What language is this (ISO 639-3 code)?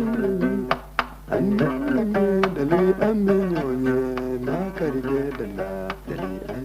bam